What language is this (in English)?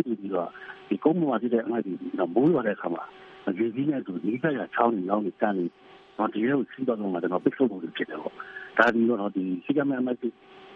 Burmese